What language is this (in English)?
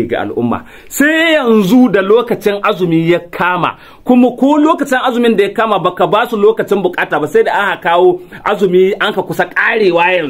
Hausa